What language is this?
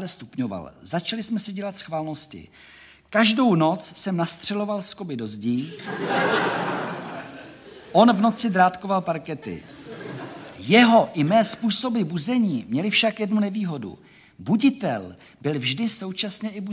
Czech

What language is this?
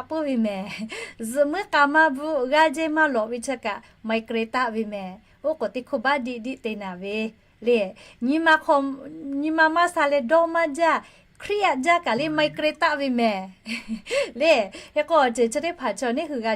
Lahu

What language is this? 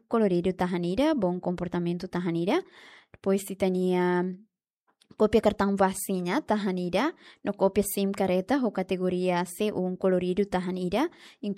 Tetum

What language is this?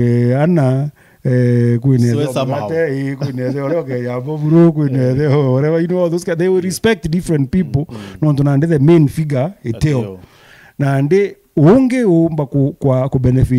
Meru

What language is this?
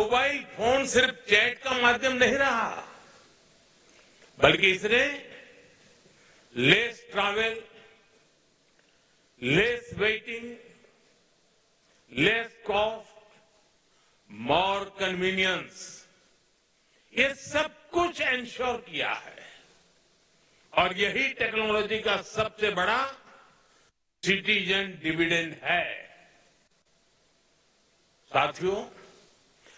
Hindi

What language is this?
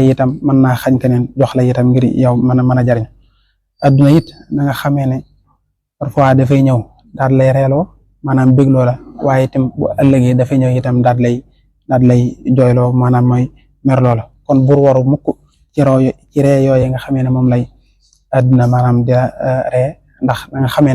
Wolof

